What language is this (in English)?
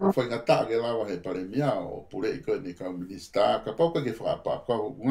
Tongan